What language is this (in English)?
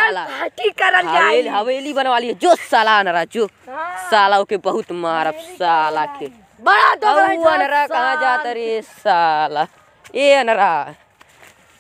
Bhojpuri